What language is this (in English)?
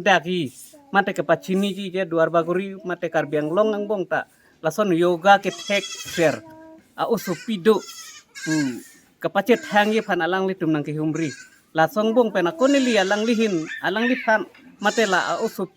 Karbi